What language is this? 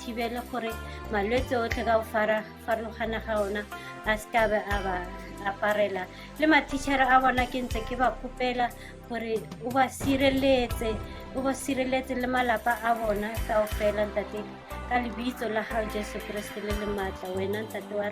Tswana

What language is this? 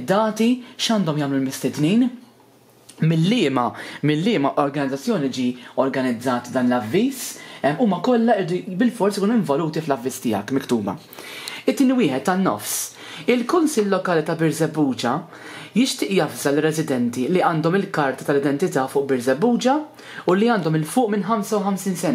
Maltese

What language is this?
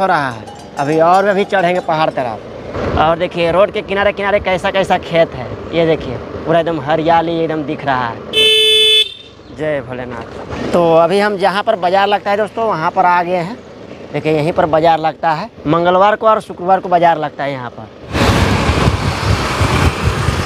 Hindi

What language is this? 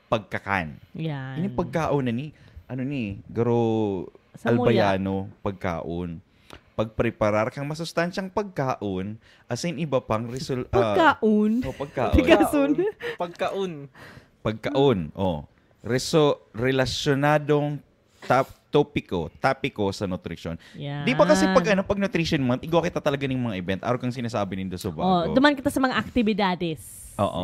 Bikol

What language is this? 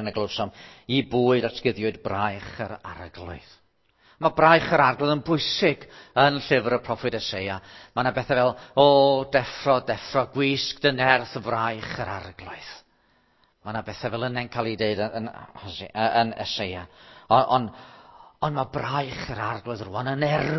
Welsh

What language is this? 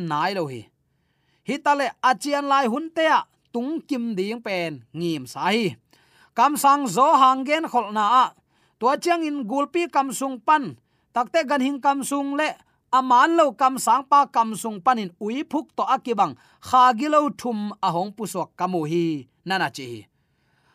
Tedim Chin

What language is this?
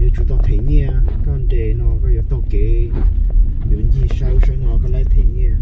Hmong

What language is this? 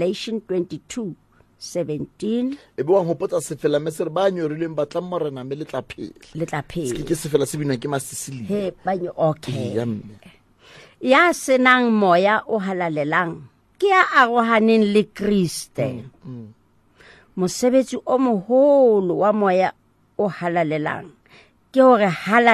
Southern Sotho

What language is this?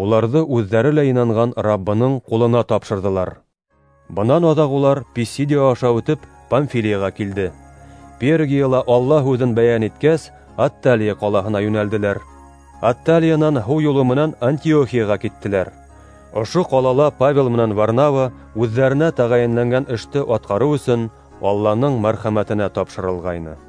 Bashkir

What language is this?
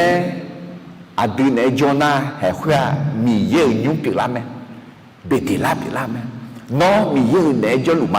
Akha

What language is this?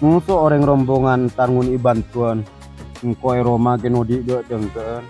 Madurese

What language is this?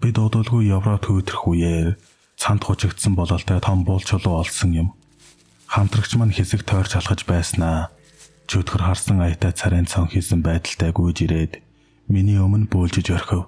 Mongolian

